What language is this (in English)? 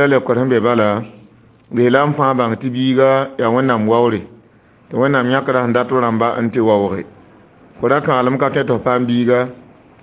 Mossi